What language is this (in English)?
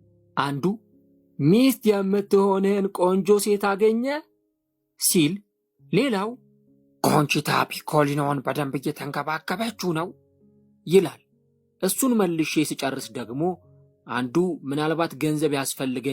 Amharic